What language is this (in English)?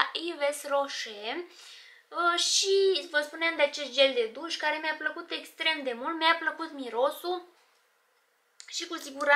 Romanian